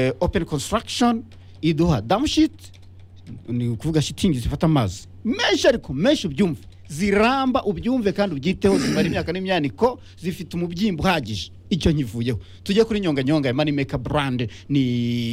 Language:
Kinyarwanda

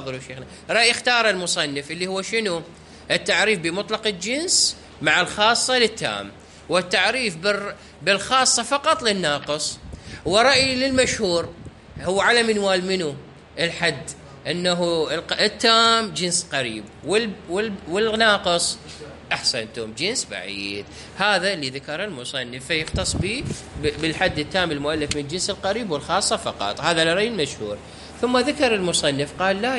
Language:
Mesopotamian Arabic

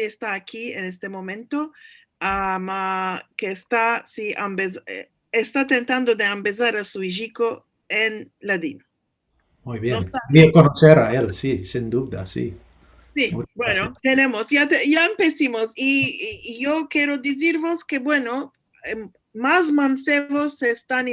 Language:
Ladino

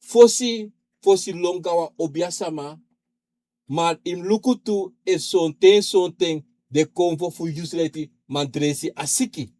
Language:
Sranan Tongo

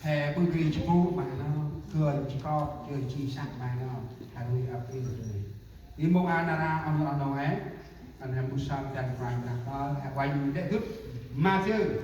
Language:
Central Mnong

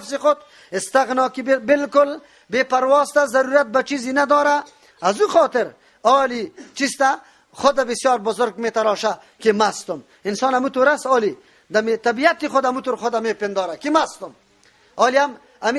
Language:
Persian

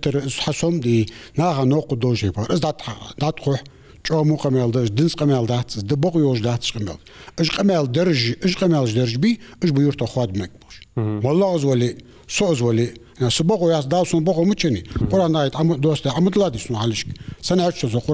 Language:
Ingush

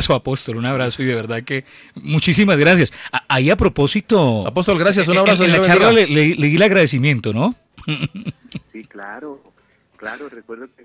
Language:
Spanish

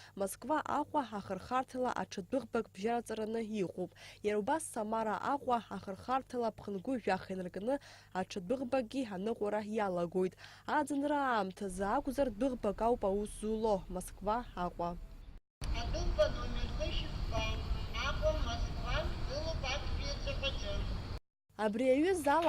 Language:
Abkhazian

